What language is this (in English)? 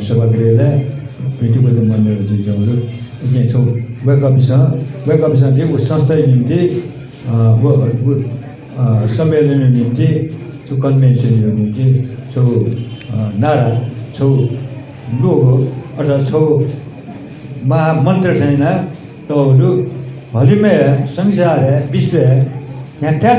Newari